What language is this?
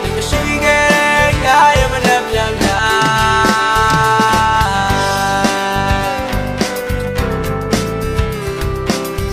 Burmese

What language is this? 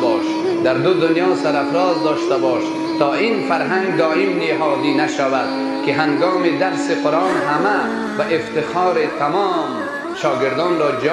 Persian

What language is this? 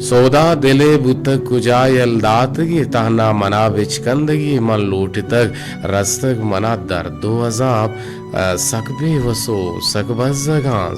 Eastern Balochi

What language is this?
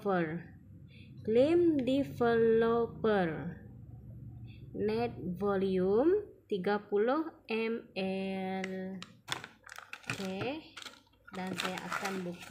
Malay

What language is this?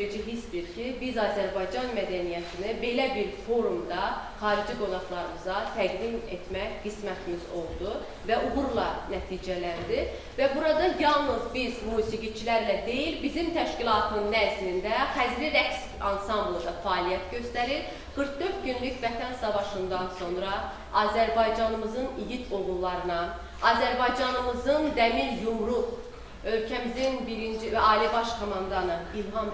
Azerbaijani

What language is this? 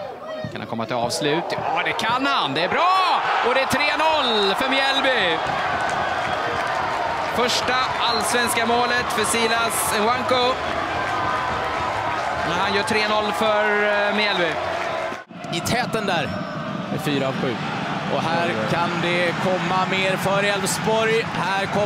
Swedish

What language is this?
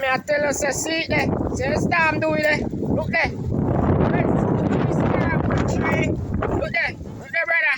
Jamaican Creole English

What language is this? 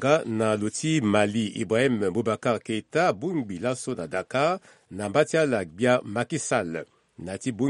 Sango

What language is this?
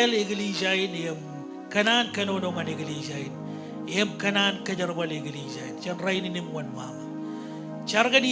Marshallese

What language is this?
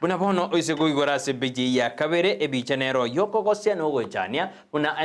Gusii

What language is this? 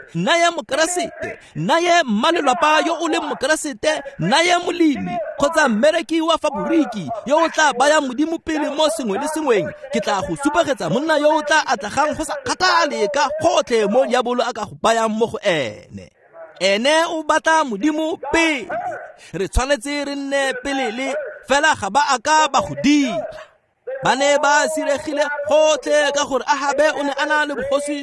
Tswana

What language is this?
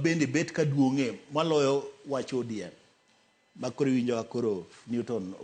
Luo (Kenya and Tanzania)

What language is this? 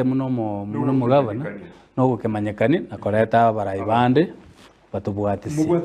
Gusii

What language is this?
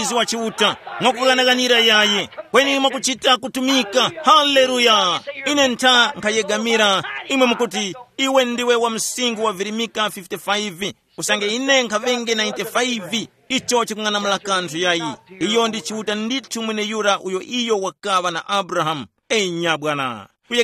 Tumbuka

